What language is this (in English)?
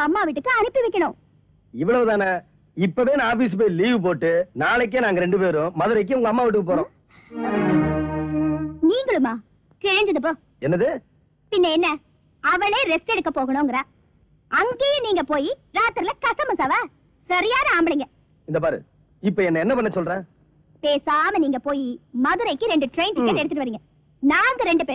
Tamil